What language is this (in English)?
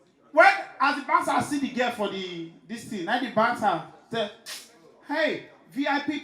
Nigerian Pidgin